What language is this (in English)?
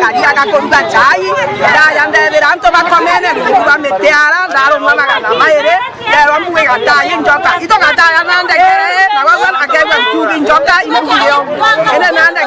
Meru